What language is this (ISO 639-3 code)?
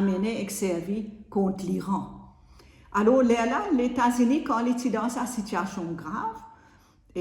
mfe